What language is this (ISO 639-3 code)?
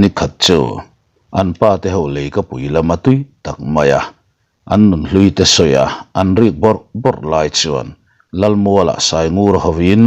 lus